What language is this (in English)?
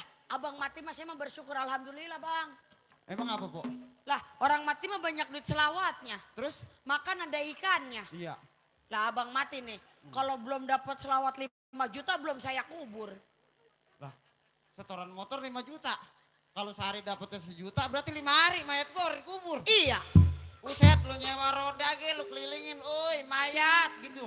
Betawi